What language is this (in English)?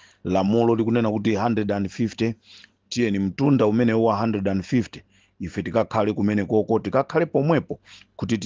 Nyanja